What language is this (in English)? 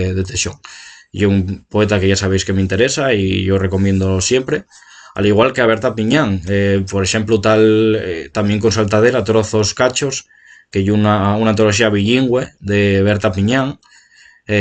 Asturian